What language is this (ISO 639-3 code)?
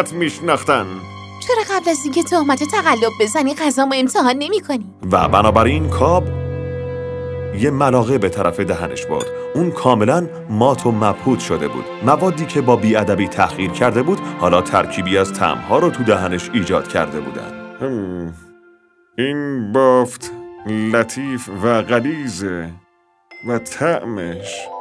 fas